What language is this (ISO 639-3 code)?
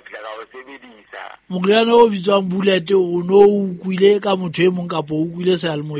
sot